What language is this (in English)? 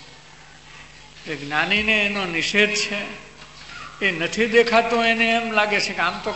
Gujarati